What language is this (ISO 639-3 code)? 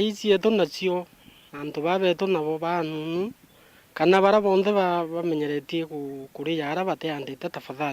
mer